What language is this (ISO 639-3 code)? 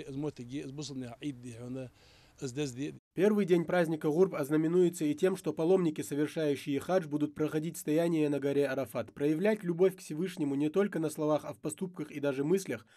inh